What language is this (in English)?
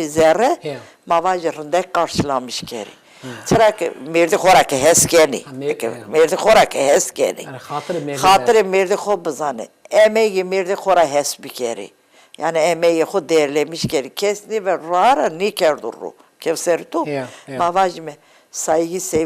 Zaza